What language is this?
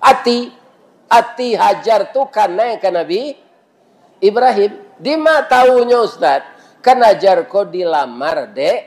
Minangkabau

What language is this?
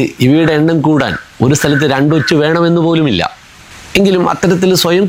Malayalam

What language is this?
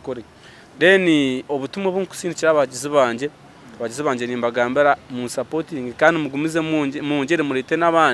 Nyankole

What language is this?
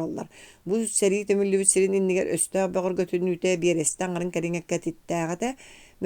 Yakut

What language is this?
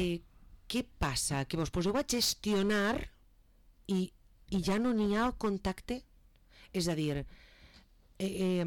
Catalan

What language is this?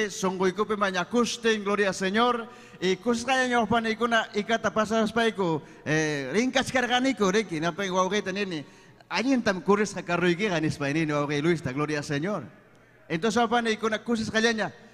Ayacucho Quechua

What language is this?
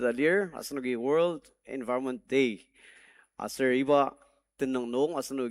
Ao Naga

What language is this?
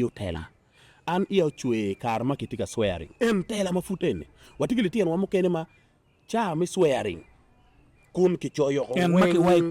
Acoli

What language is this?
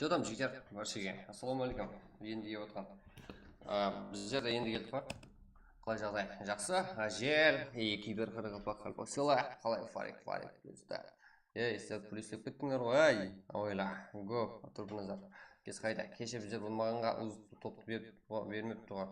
Kara-Kalpak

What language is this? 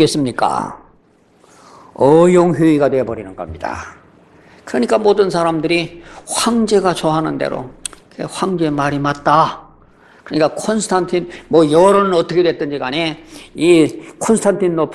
Korean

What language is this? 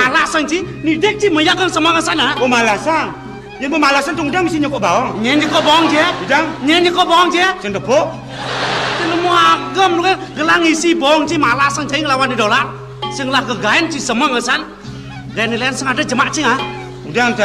Balinese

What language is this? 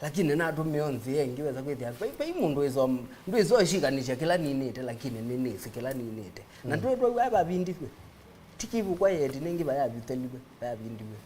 Kamba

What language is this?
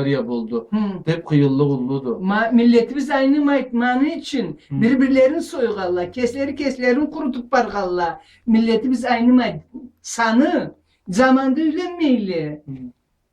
Karachay-Balkar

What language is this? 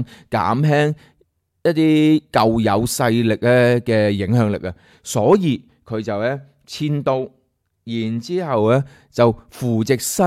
Cantonese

